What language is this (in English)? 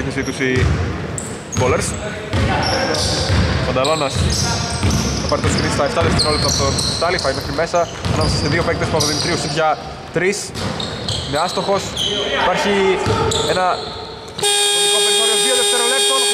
Greek